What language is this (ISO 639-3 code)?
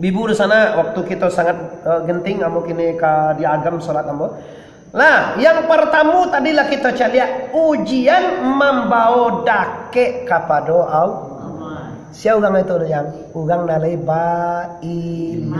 min